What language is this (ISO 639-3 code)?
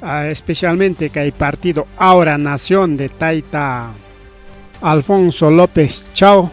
quy